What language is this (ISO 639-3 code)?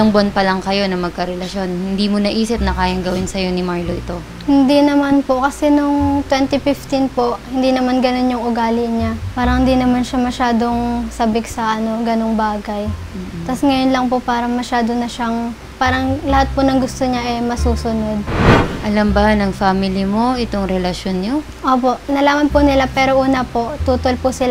fil